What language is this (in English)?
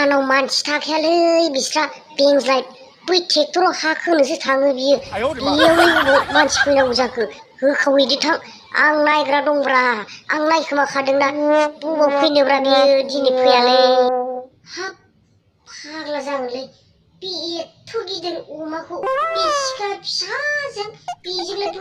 Bodo